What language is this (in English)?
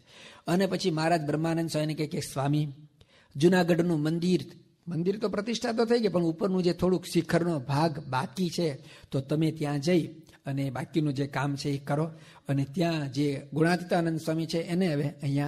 Gujarati